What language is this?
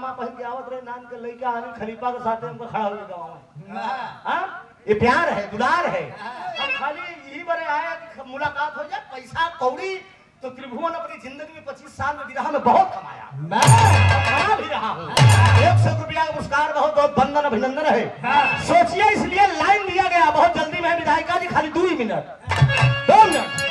Bhojpuri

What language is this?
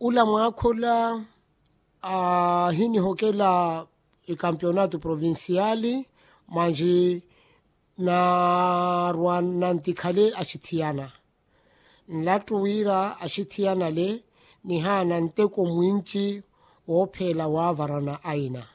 Makhuwa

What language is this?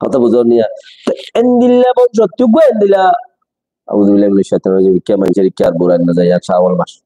Rohingya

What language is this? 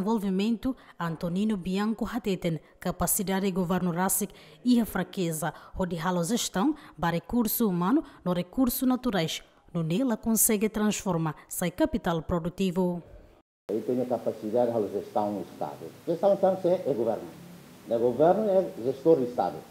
Tetum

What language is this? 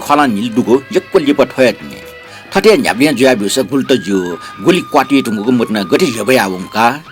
Newari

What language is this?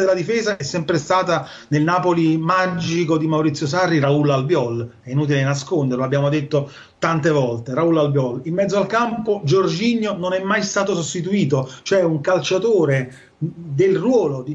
Italian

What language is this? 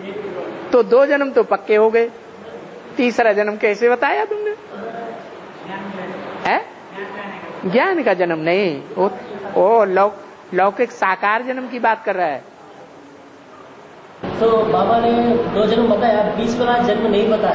Hindi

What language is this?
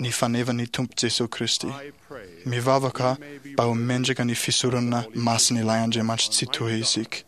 Malagasy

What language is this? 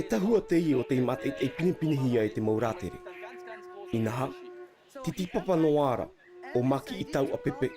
Tahitian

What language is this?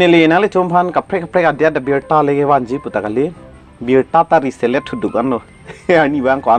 Karbi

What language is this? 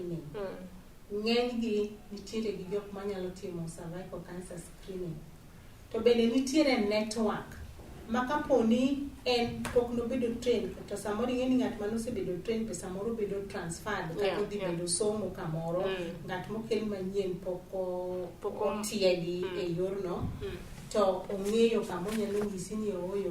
Luo (Kenya and Tanzania)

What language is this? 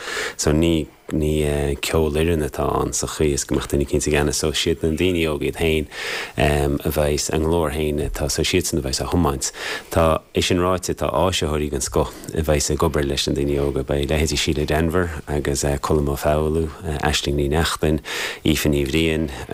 Irish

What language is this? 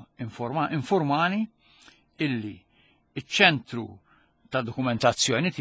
Maltese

